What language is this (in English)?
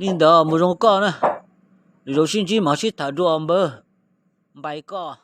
Hmong